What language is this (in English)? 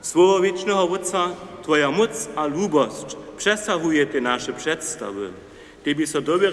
Upper Sorbian